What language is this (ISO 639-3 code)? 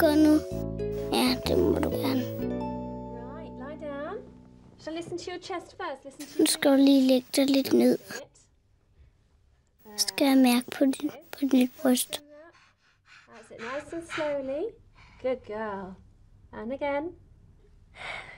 dan